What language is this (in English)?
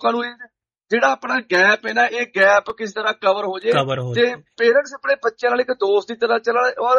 Punjabi